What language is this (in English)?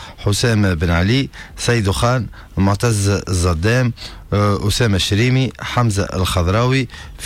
Tunisian Arabic